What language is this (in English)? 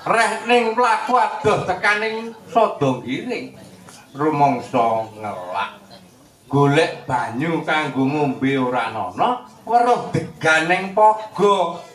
Javanese